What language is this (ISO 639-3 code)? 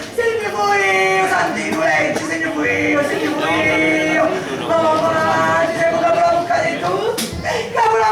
scn